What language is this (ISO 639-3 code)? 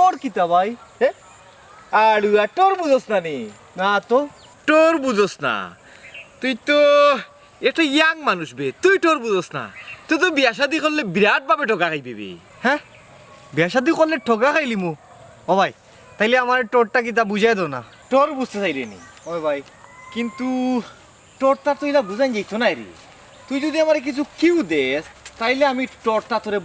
syl